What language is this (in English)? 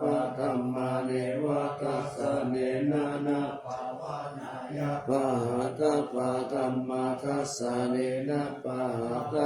Pali